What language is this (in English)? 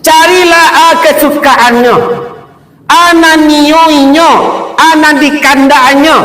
Minangkabau